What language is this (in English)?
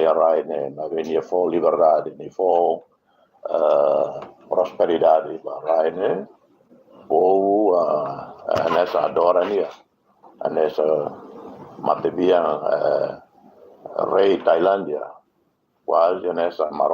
Tetum